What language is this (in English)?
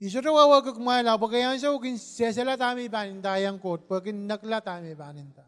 Pohnpeian